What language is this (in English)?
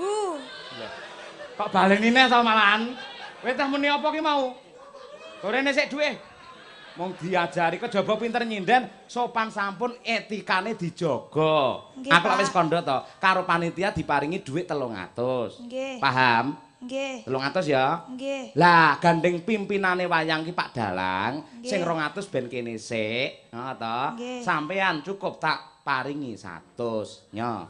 Javanese